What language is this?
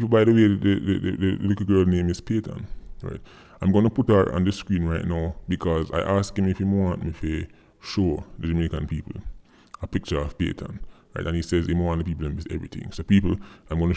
Jamaican Creole English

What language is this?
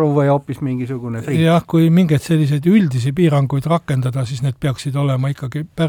Estonian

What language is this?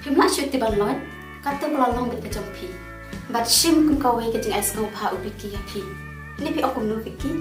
Khasi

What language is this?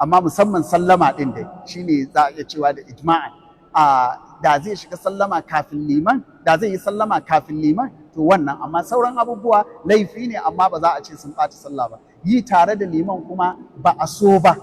Hausa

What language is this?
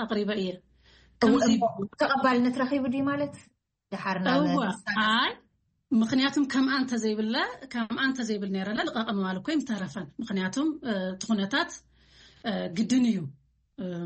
Tigrinya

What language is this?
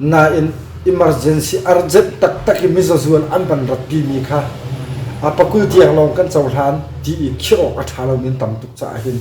Hakha Chin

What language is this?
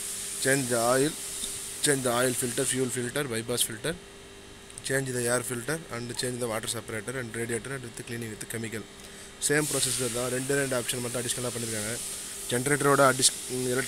Tamil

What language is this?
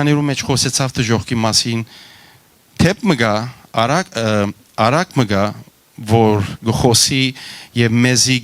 Western Armenian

